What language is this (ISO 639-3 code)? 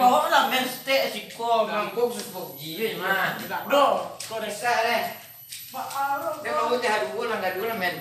min